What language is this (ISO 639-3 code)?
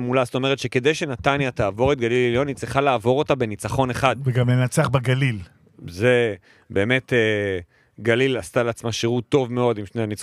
heb